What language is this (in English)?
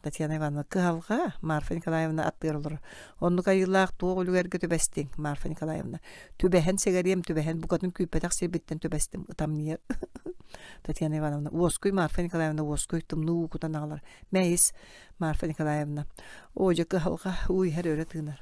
Yakut